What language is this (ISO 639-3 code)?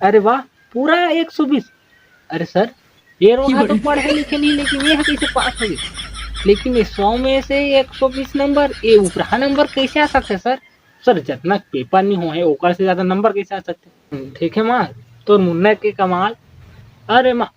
hne